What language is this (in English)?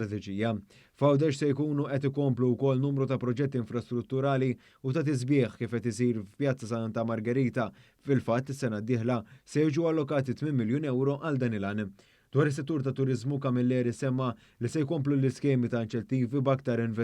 Maltese